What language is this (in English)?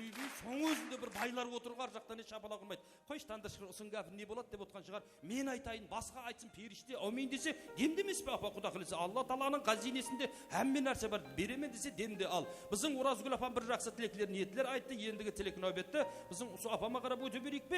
Kara-Kalpak